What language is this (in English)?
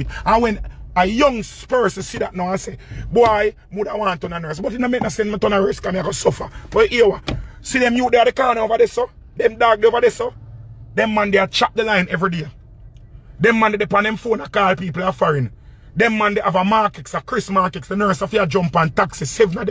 Jamaican Creole English